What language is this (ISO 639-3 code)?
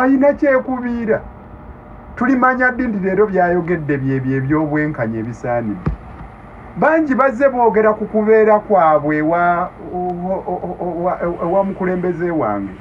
lug